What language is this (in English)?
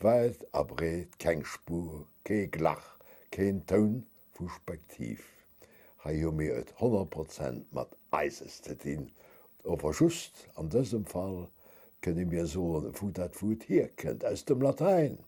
Luxembourgish